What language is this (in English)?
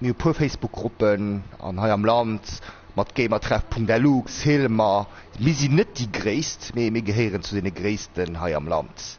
Luxembourgish